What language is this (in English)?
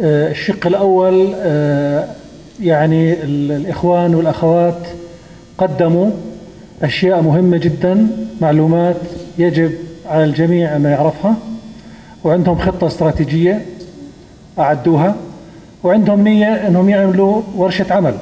North Levantine Arabic